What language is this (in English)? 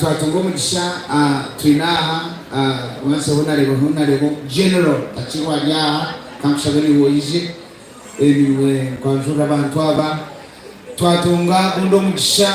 Nyankole